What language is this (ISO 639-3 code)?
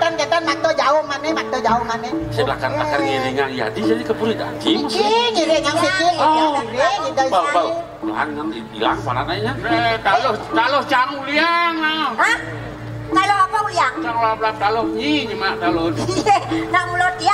ban